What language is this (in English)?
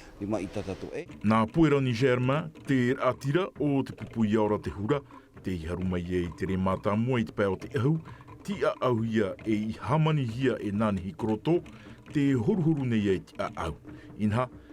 Tahitian